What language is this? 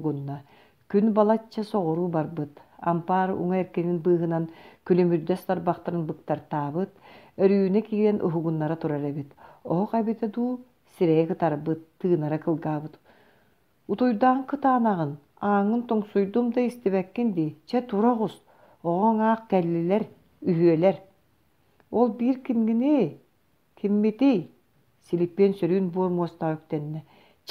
Yakut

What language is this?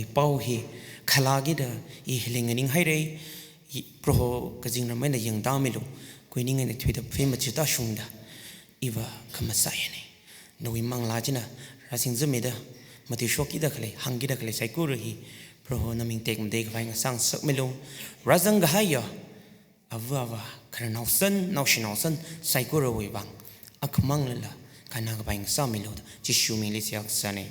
Tangkhul Naga (India)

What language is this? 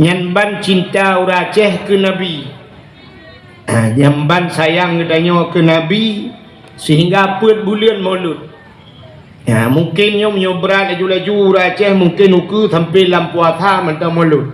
Achinese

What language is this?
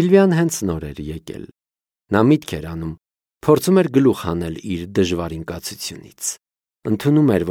Armenian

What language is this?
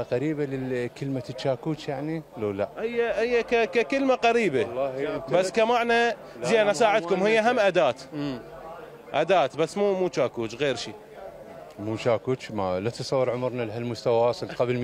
Mesopotamian Arabic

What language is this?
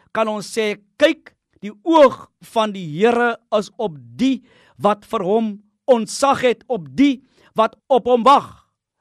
Afrikaans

